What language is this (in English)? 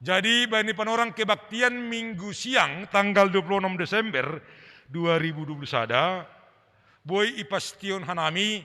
Batak Simalungun